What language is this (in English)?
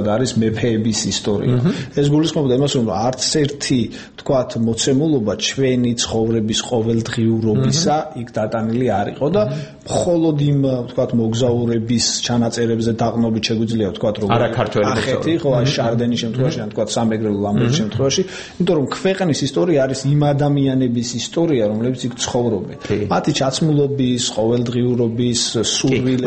Georgian